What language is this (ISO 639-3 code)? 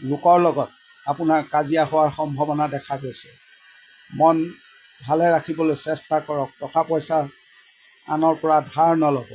asm